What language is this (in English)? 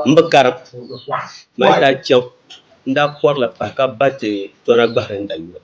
Dagbani